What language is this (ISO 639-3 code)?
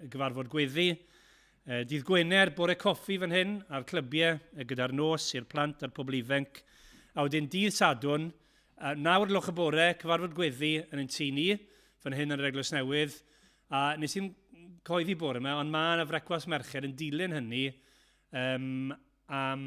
cym